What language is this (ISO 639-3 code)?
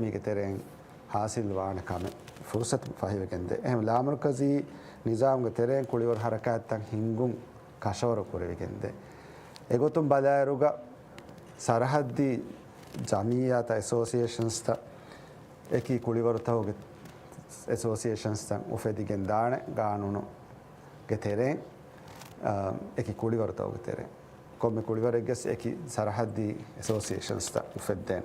div